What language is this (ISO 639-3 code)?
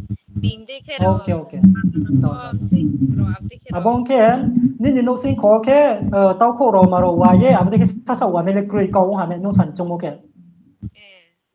ria